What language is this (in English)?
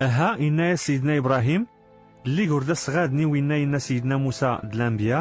Kabyle